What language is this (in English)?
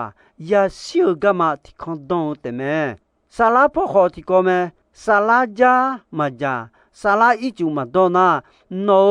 Akha